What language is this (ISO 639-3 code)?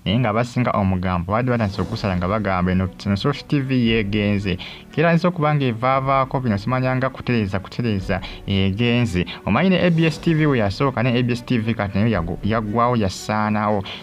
lug